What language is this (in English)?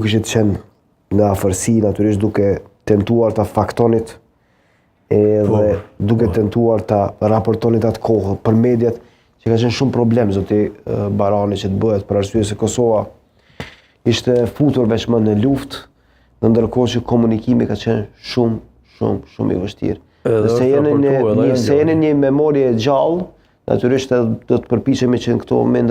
Albanian